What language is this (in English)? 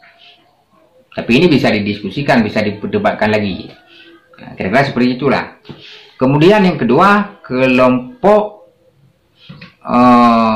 Indonesian